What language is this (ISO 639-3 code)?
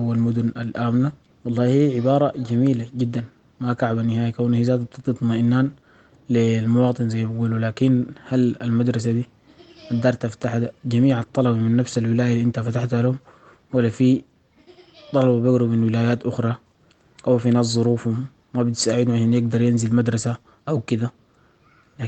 apd